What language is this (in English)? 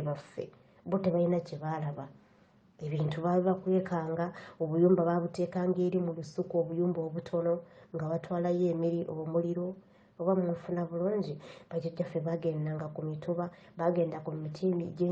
Ganda